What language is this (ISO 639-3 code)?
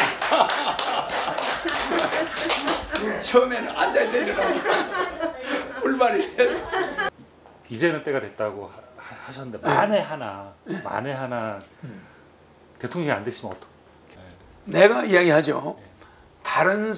kor